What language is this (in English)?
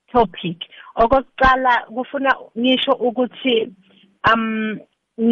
South Ndebele